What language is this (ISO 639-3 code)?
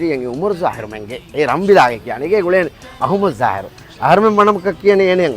div